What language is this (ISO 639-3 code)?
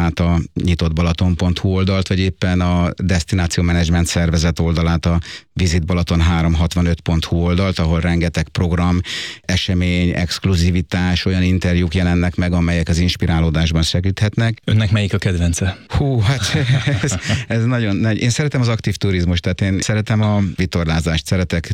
hun